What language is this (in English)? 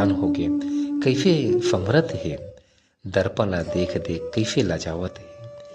Chhattisgarhi